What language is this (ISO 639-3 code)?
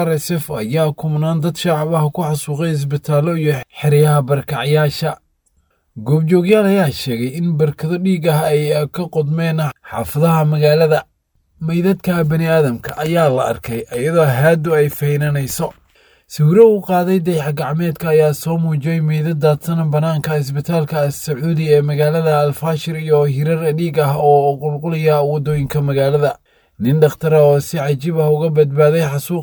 som